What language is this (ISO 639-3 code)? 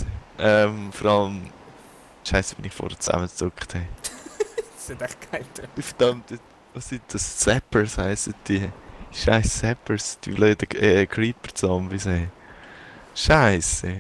gsw